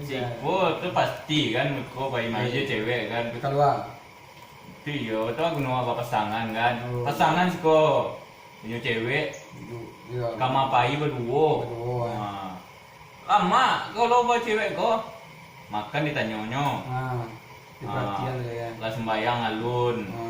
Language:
Minangkabau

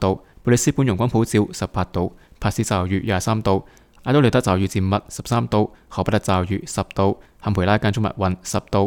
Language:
Cantonese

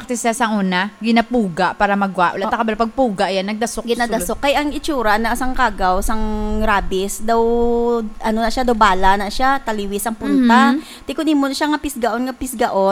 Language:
Hiligaynon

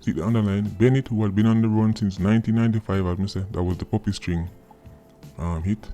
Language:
Jamaican Creole English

